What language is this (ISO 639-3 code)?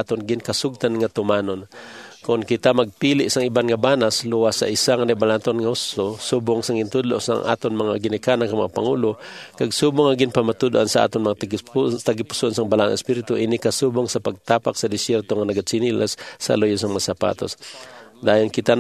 hil